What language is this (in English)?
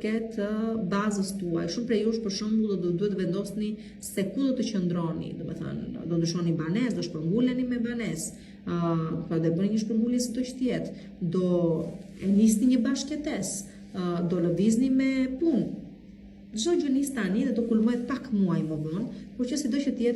Albanian